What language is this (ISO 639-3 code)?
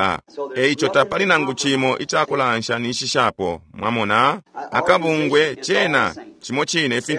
bem